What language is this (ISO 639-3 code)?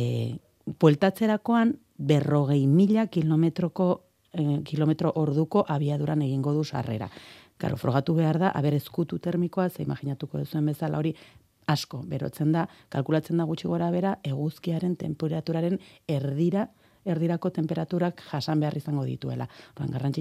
eus